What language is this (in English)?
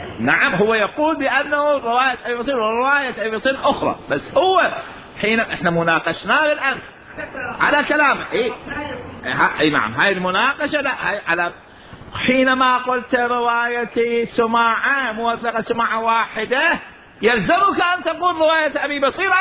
Mesopotamian Arabic